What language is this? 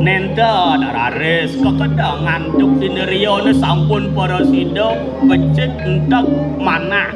Balinese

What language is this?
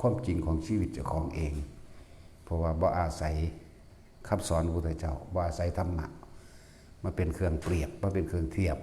Northeastern Thai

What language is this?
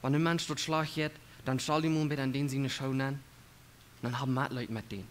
Plautdietsch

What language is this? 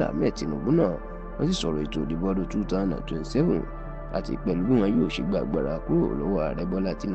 Yoruba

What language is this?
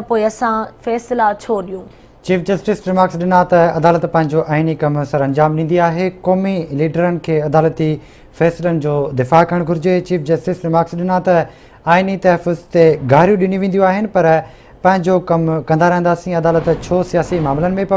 Sindhi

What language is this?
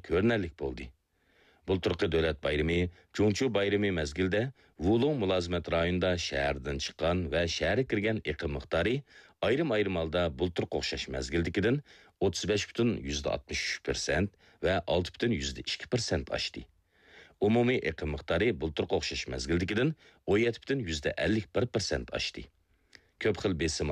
Uyghur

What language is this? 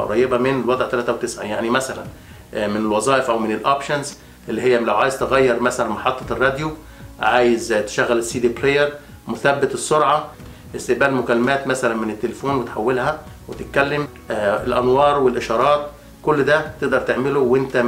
Egyptian Arabic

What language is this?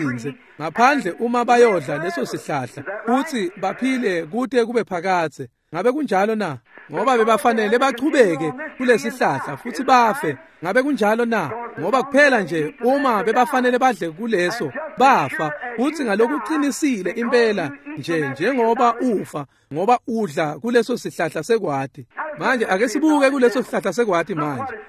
Swati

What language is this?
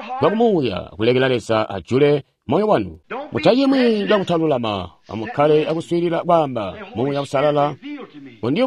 Tonga (Zambia)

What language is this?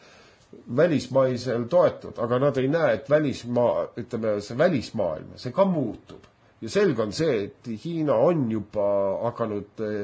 Estonian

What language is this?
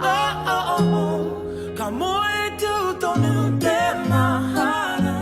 Māori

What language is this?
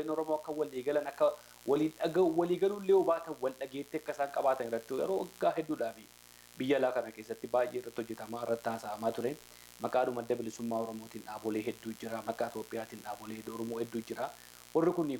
Oromo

